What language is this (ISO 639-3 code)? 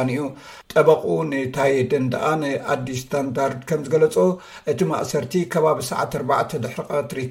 tir